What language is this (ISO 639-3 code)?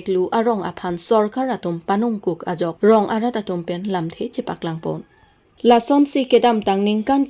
mjw